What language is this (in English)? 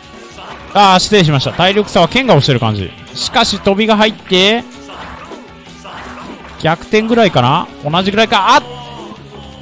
Japanese